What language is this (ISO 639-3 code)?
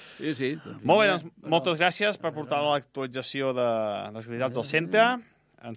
cat